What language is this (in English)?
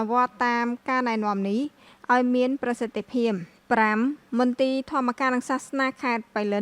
Khmer